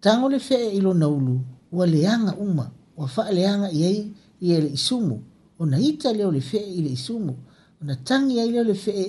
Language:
Samoan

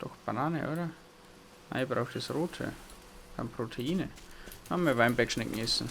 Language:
Bavarian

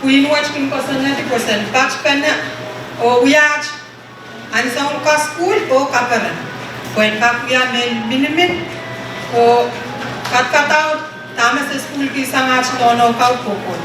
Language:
Pohnpeian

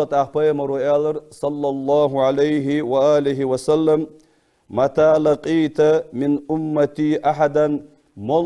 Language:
Ingush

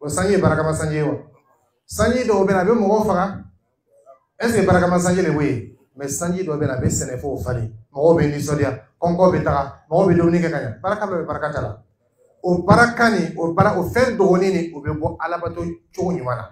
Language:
Dyula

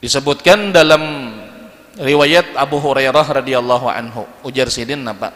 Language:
Banjar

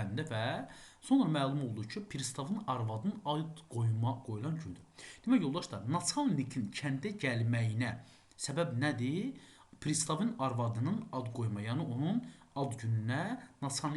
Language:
Azerbaijani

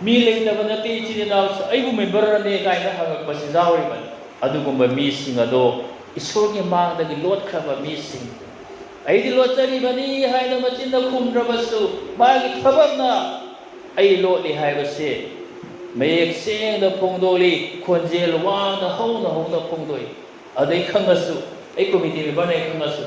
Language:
Manipuri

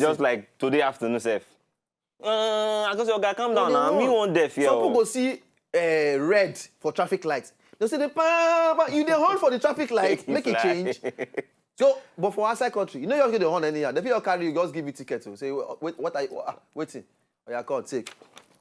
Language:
Nigerian Pidgin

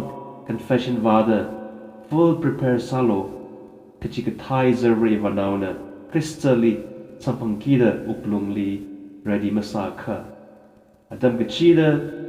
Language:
Tangkhul Naga (India)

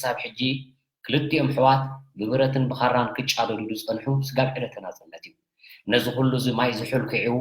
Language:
Tigrinya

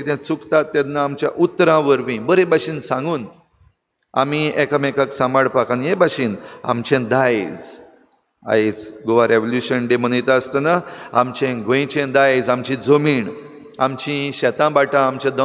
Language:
Konkani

